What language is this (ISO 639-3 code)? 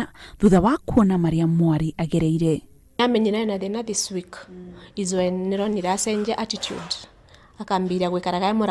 kik